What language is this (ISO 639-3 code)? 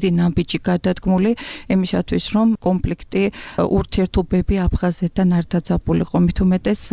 kat